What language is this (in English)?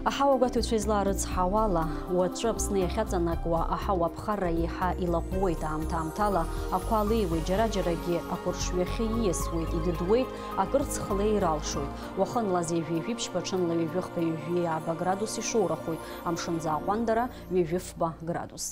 Abkhazian